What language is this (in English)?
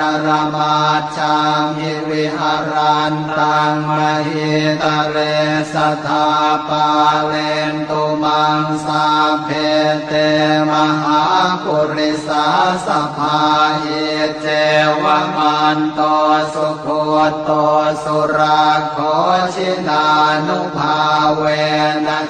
Pali